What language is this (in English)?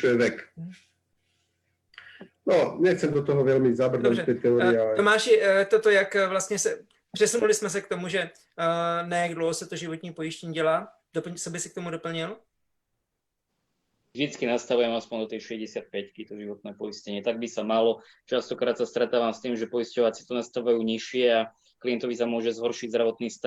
Slovak